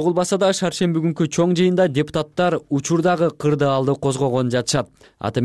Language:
Kyrgyz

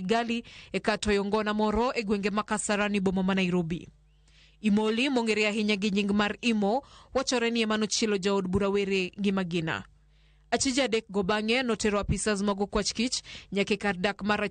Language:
Luo (Kenya and Tanzania)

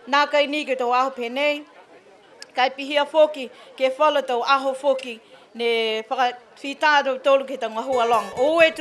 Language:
Niuean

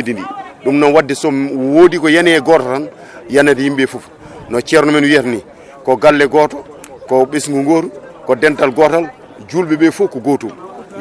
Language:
Fula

